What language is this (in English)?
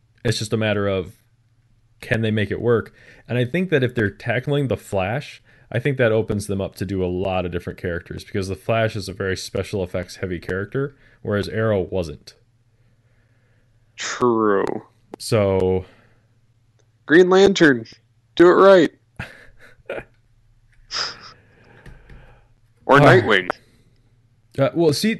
English